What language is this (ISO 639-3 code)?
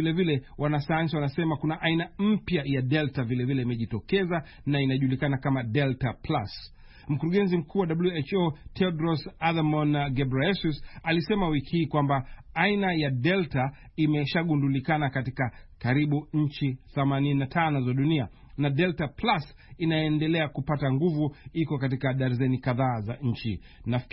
swa